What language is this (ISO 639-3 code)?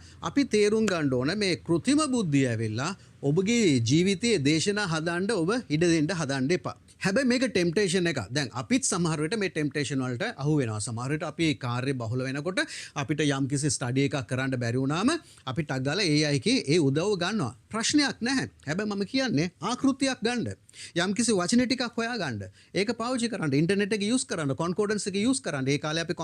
sin